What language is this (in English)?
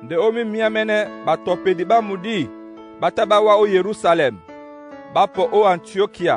Duala